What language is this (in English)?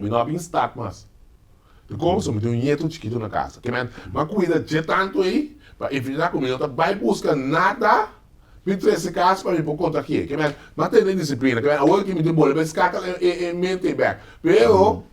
Papiamento